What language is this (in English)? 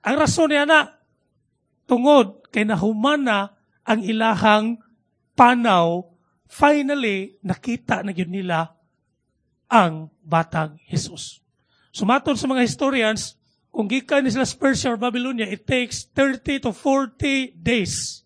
Cebuano